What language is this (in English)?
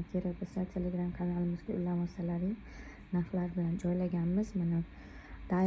Uzbek